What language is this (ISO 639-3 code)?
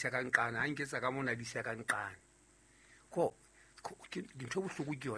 sot